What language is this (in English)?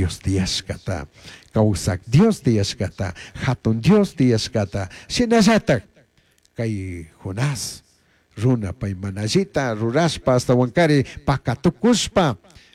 Chimborazo Highland Quichua